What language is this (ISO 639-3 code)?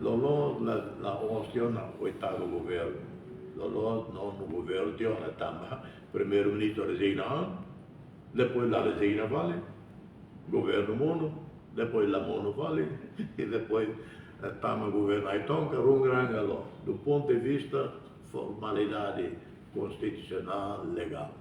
tet